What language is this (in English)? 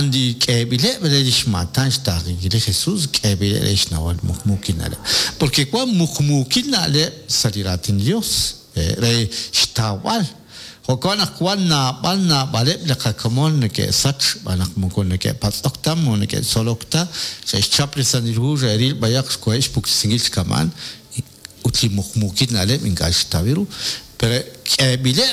Kekchí